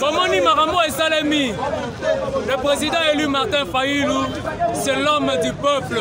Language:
Lingala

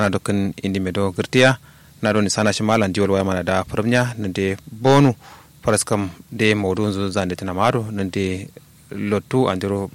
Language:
Kanuri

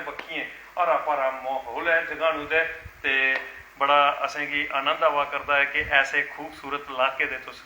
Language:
Dogri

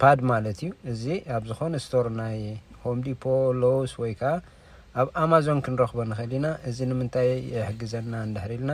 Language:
Tigrinya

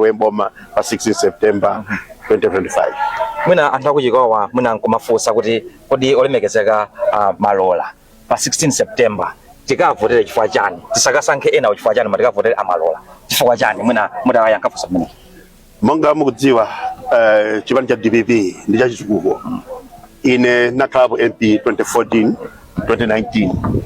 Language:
Nyanja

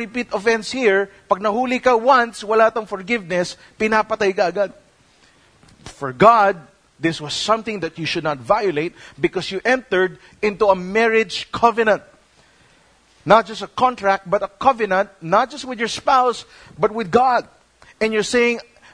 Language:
Filipino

